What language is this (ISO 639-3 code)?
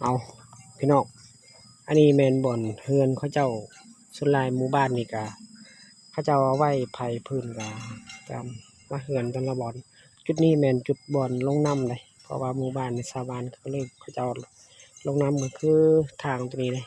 lao